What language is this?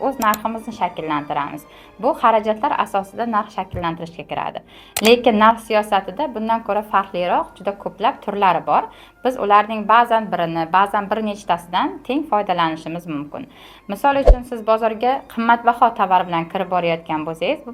Uzbek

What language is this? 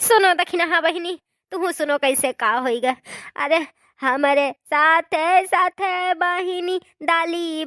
Awadhi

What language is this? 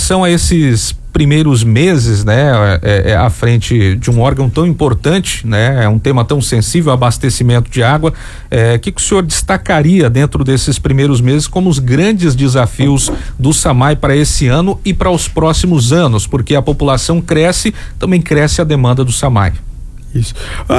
Portuguese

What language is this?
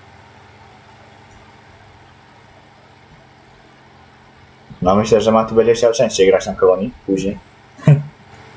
Polish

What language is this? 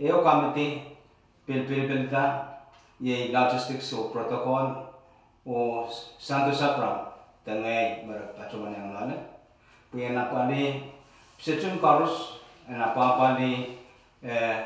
Pohnpeian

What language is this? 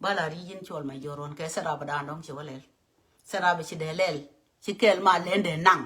Nuer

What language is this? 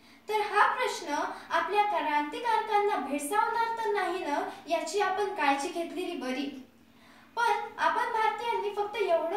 Marathi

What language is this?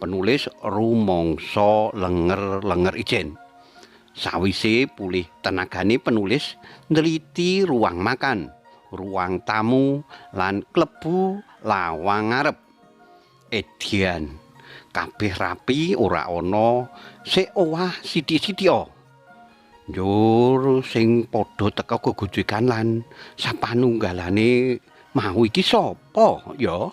Javanese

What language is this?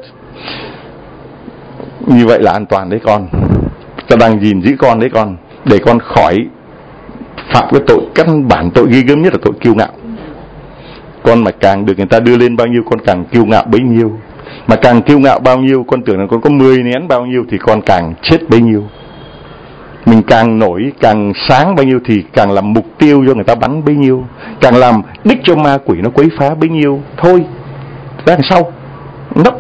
Vietnamese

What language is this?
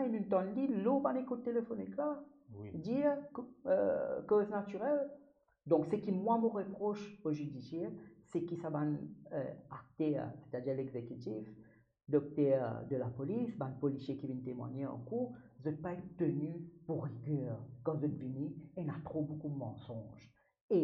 Morisyen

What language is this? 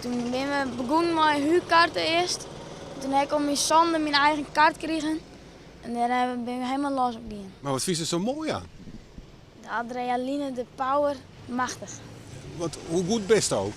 Western Frisian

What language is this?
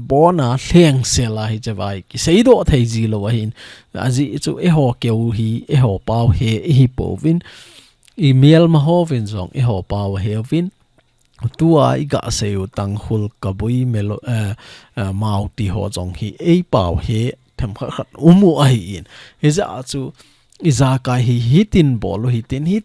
Thado Chin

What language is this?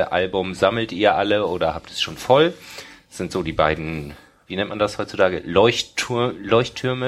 German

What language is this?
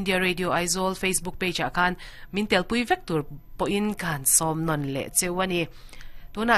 Mizo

